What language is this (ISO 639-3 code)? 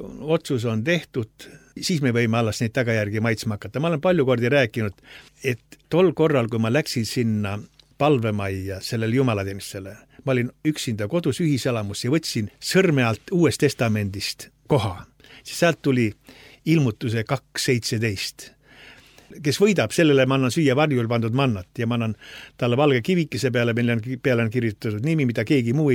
est